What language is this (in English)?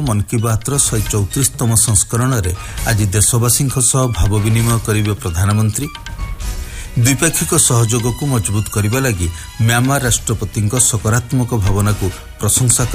Odia